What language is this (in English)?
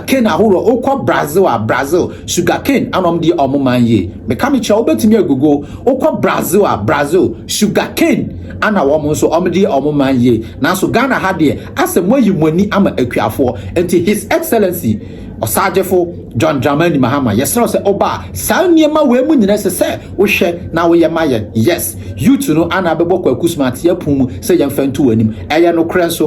Akan